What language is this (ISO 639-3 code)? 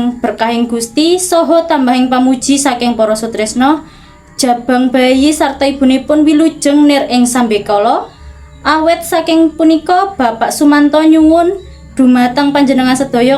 jav